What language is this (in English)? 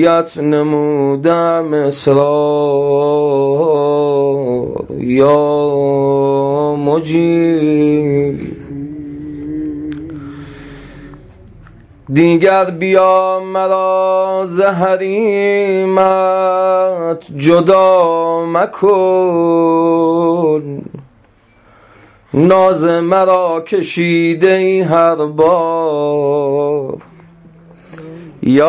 Persian